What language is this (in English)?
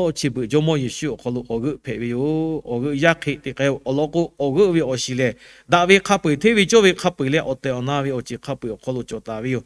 Lahu